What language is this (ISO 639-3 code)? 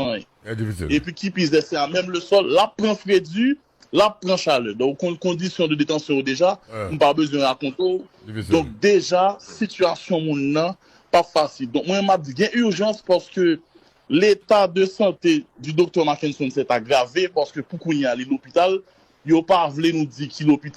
hat